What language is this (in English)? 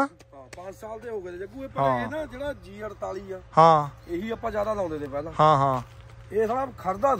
Punjabi